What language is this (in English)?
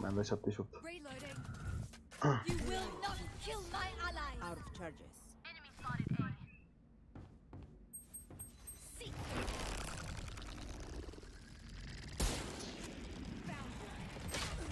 Romanian